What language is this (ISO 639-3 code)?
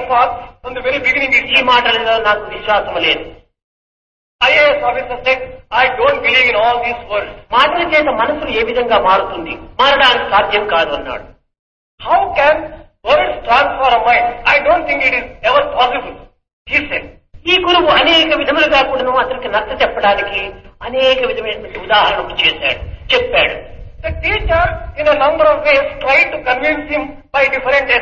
tel